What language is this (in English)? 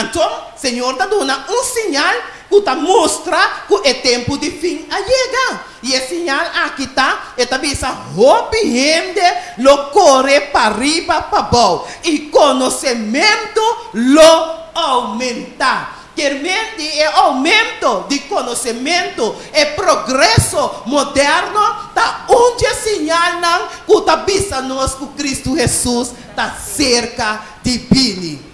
Papiamento